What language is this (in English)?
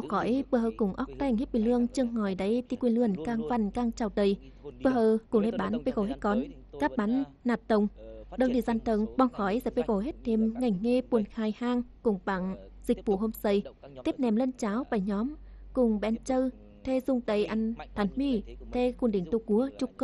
Tày